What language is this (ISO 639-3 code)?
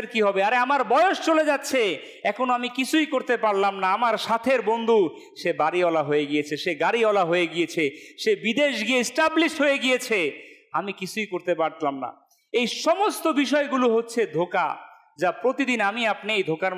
ben